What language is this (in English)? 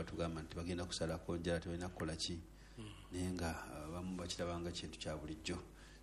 Ganda